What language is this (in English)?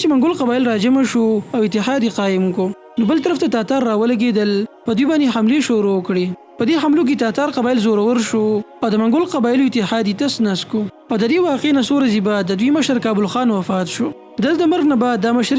Pashto